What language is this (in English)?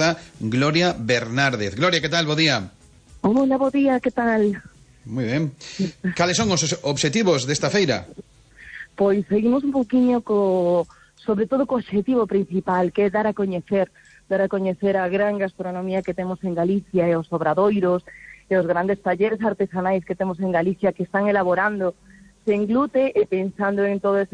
Galician